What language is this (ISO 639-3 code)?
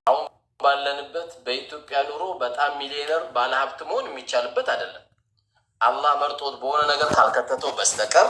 amh